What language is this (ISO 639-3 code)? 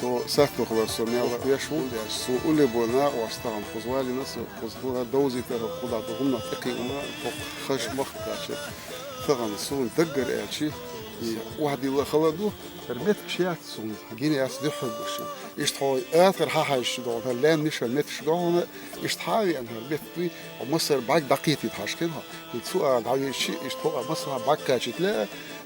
che